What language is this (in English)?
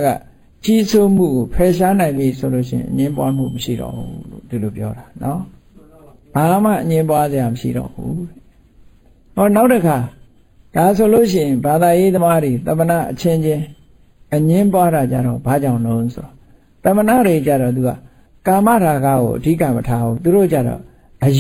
Burmese